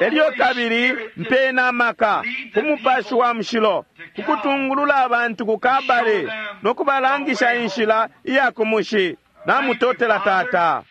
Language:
Bemba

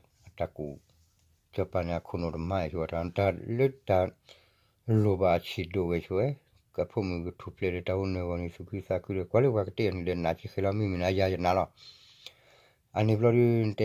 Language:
S'gaw Karen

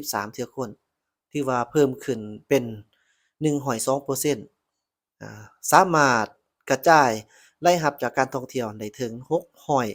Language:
Lao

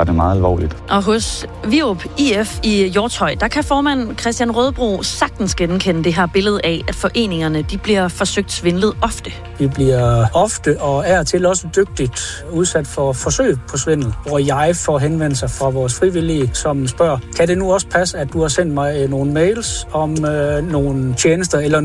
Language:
Danish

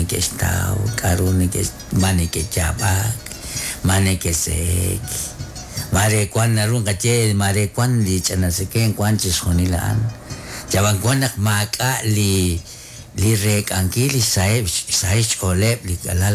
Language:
Kekchí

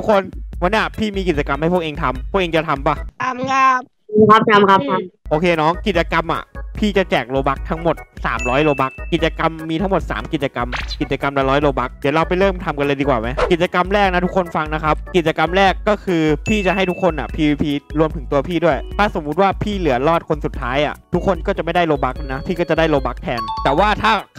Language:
Thai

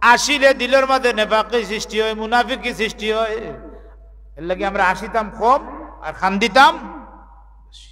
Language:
Sylheti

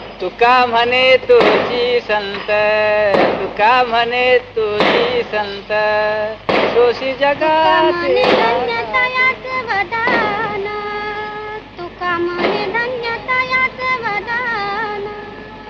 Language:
Marathi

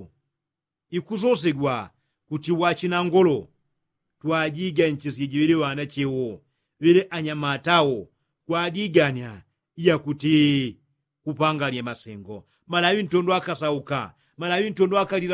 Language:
Yao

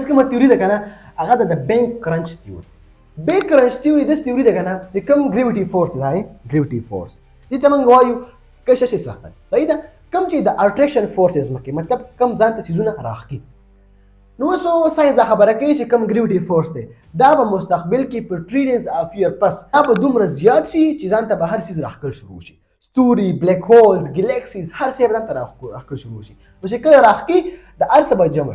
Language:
Pashto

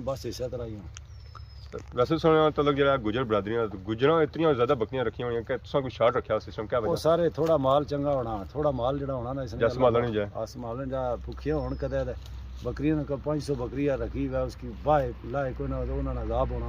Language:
Pahari-Potwari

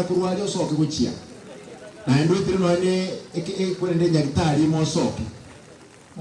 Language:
Gusii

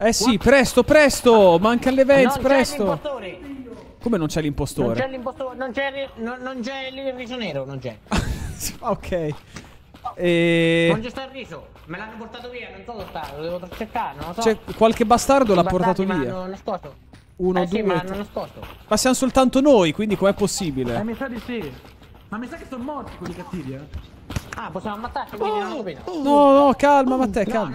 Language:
Italian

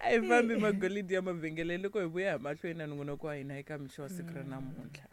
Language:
Tsonga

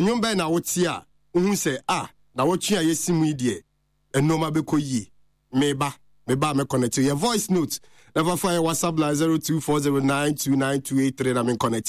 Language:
Akan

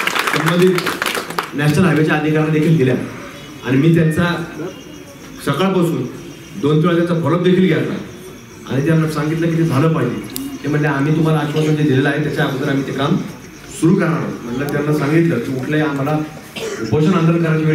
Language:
Marathi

